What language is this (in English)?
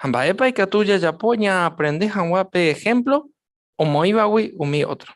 Guarani